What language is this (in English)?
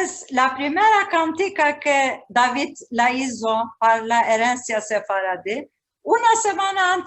Ladino